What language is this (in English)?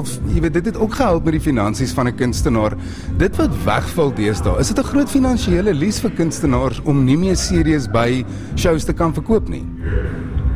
Afrikaans